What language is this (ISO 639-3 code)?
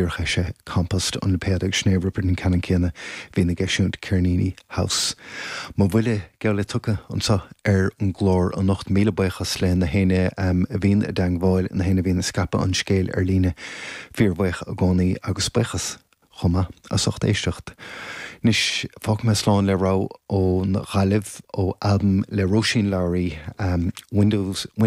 gle